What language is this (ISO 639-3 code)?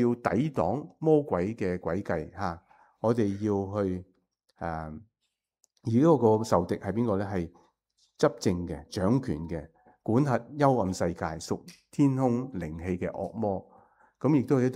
yue